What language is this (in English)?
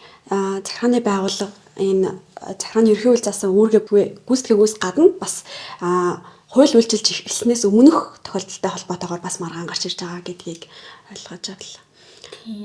Mongolian